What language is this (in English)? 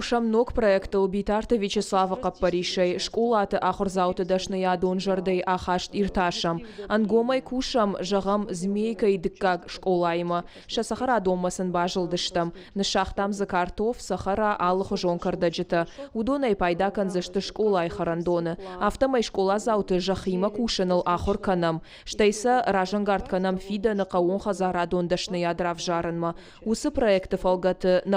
Ossetic